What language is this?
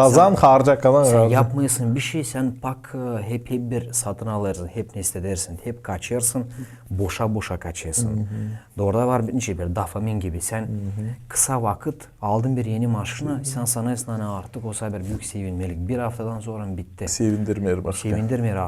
Gagauz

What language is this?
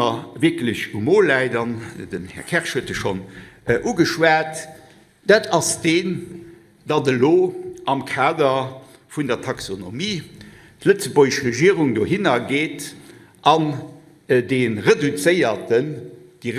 Luxembourgish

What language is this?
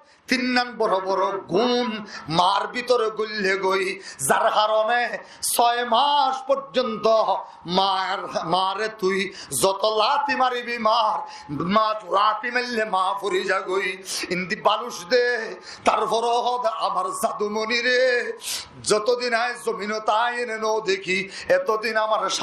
Rohingya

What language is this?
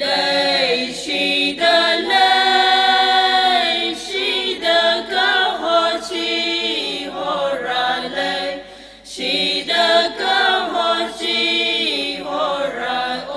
Tangkhul Naga (India)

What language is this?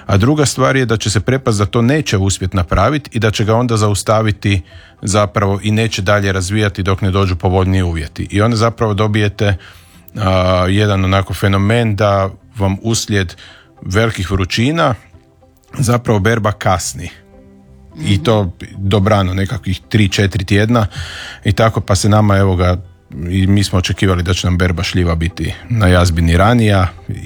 Croatian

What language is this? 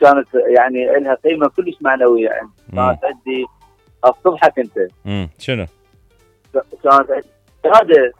Mesopotamian Arabic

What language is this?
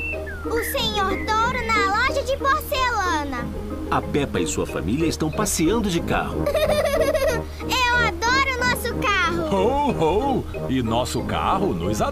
Portuguese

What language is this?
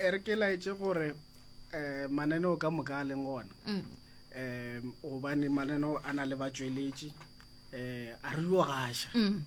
Northern Sotho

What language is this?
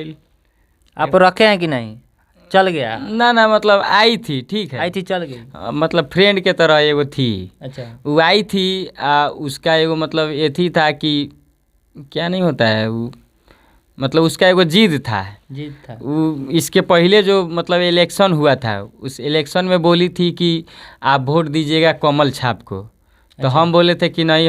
Bhojpuri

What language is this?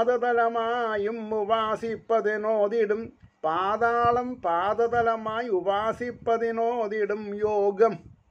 Malayalam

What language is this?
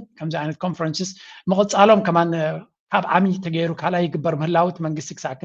Tigrinya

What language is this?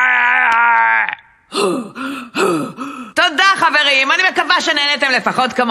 Hebrew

